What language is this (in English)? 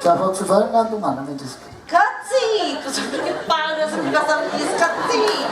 Sicilian